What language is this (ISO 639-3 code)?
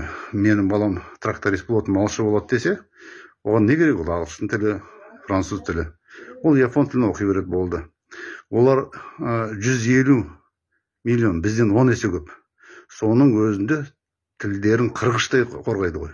kaz